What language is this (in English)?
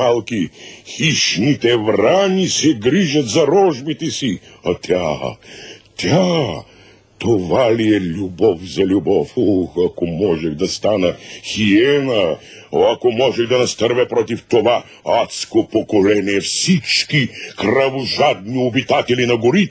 Bulgarian